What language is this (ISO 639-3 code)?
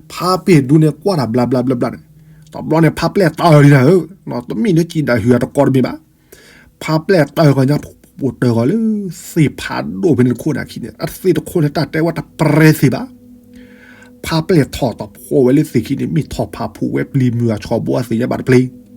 ksw